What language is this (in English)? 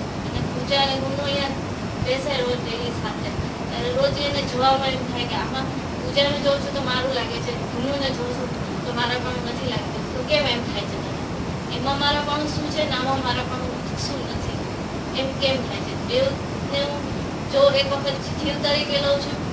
Gujarati